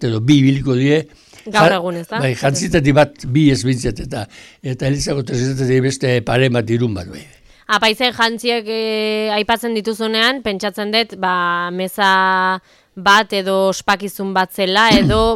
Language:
Basque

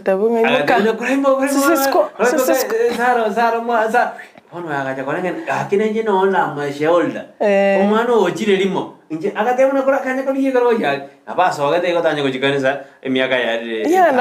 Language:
Gusii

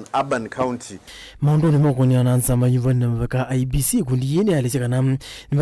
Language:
Kamba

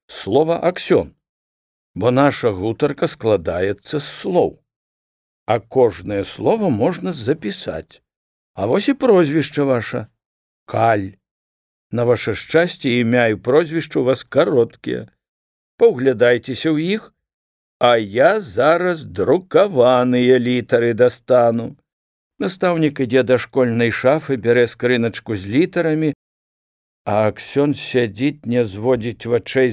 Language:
Belarusian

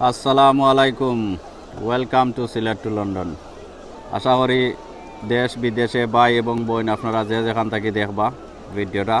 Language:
Sylheti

